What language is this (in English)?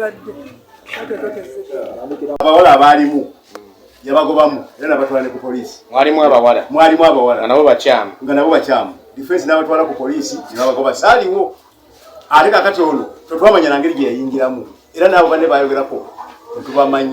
Ganda